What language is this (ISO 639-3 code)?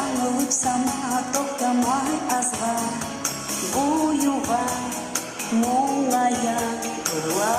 kum